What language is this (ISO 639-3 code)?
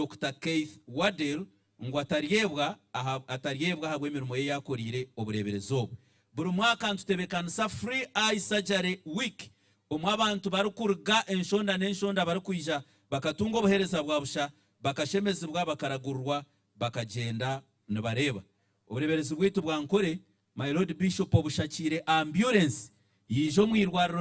nyn